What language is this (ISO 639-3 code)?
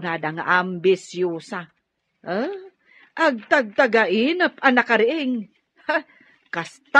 ilo